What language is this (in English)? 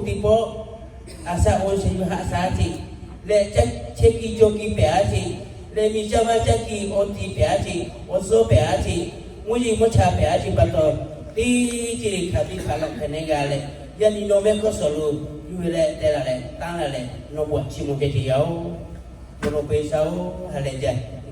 Lahu